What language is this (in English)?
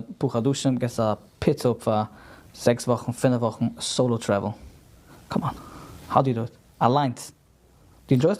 Yiddish